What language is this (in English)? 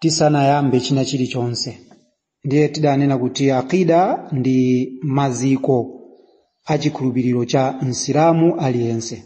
Nyanja